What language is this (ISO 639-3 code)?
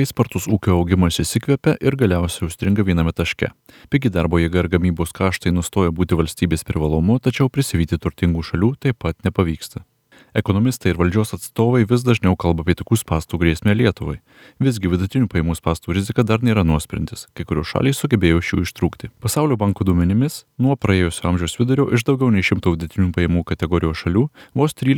lit